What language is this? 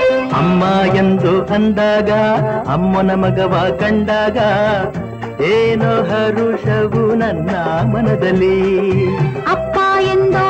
Kannada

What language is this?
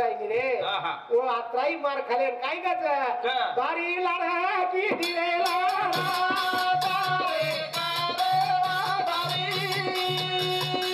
Lambadi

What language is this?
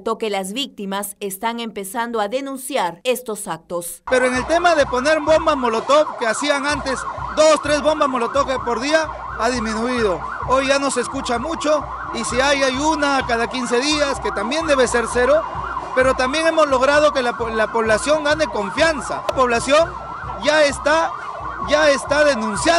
Spanish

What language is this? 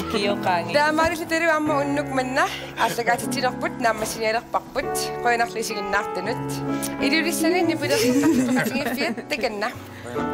Kalaallisut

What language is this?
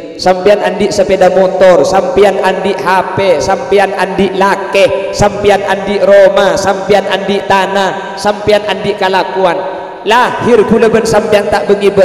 Madurese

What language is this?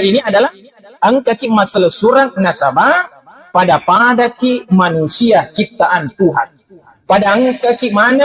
Buginese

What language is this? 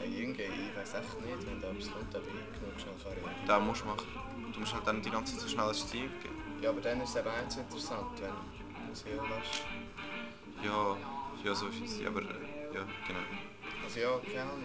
Swiss German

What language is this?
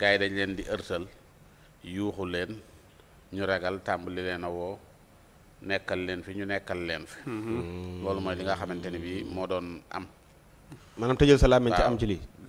Wolof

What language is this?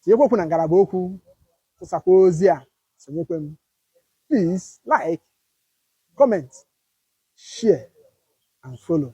Igbo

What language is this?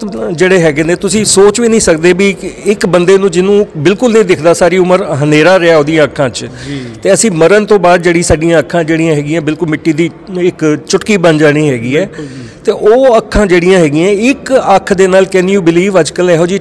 Punjabi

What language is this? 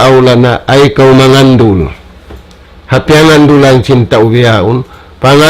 Tausug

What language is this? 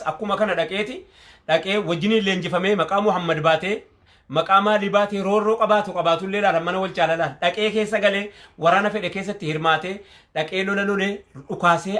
Oromo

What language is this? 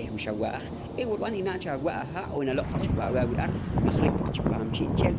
Poqomchi'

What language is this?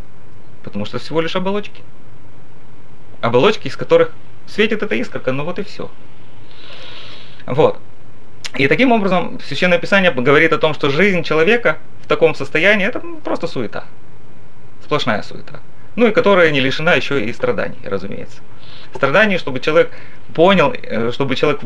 Russian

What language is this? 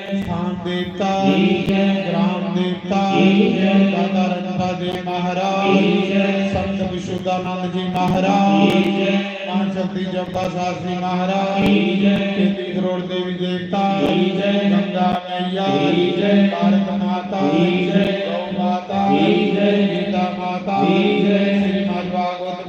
Dogri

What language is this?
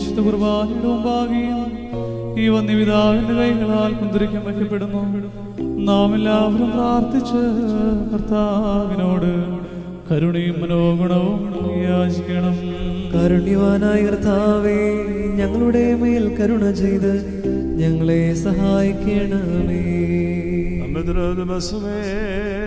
Malayalam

